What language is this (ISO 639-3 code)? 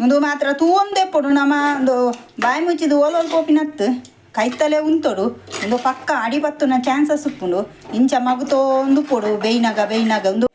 tcy